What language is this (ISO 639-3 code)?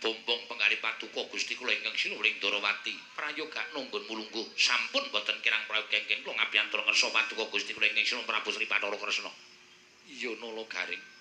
jav